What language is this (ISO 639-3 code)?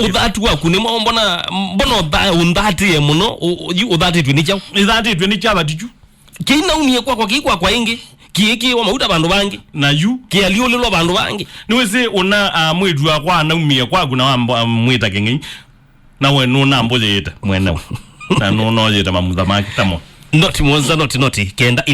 kam